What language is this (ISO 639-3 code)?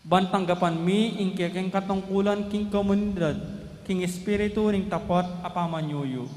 pam